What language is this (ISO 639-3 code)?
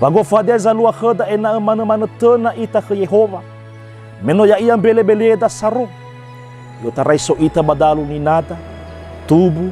nia